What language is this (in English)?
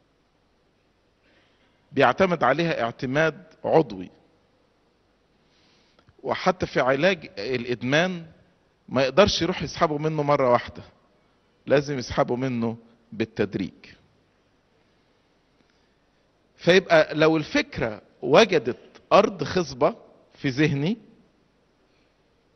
Egyptian Arabic